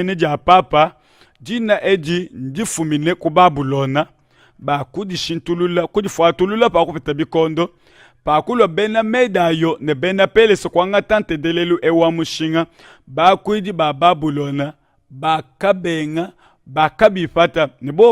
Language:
Luba-Lulua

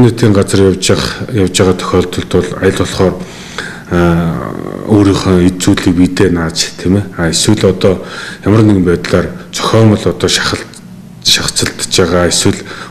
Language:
Mongolian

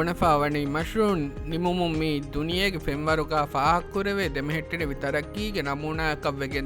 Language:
Divehi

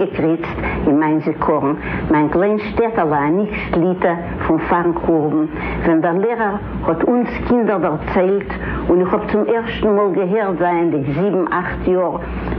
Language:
Yiddish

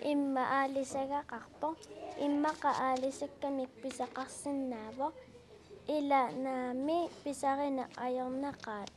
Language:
Kalaallisut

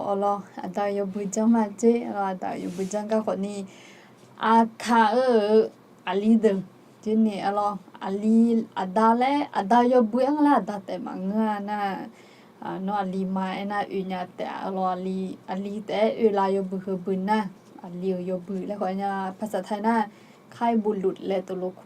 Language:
Akha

